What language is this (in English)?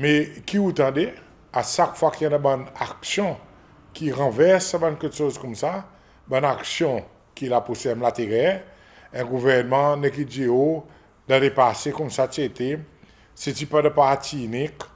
Seselwa Creole French